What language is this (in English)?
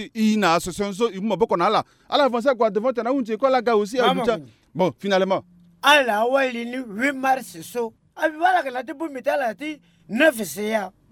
Sango